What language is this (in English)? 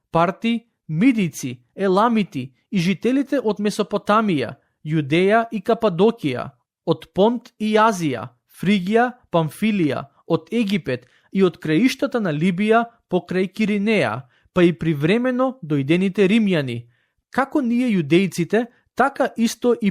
Macedonian